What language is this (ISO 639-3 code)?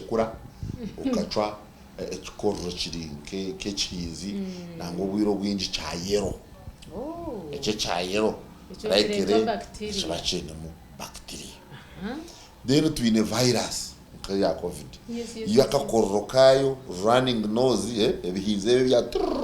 nyn